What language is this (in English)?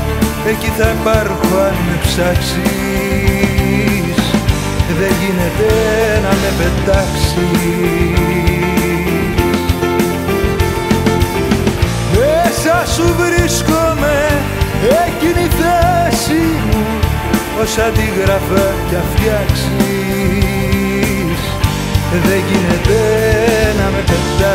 Greek